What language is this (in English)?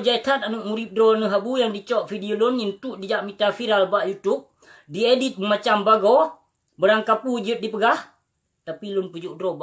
Achinese